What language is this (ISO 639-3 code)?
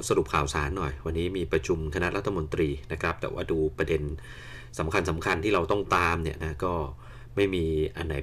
tha